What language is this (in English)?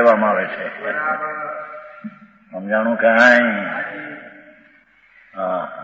Gujarati